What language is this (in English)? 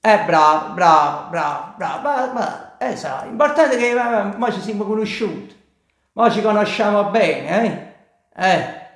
Neapolitan